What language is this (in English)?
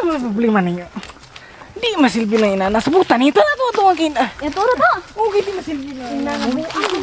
Cebuano